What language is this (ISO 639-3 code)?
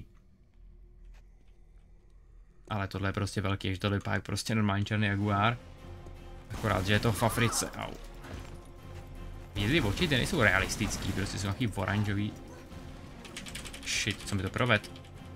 ces